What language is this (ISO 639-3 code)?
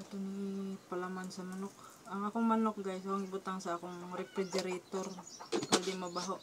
ceb